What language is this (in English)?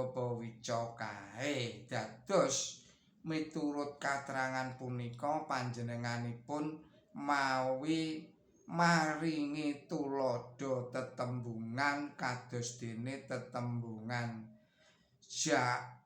Javanese